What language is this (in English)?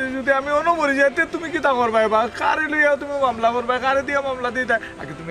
Sylheti